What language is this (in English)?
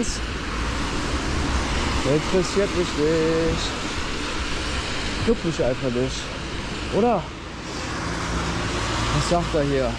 German